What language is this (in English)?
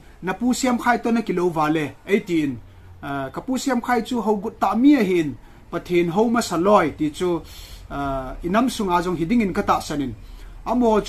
Thado Chin